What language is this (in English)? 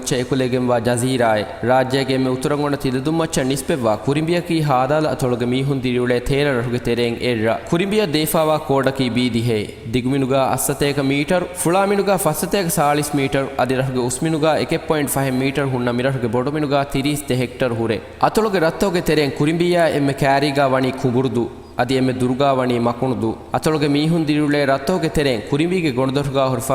Divehi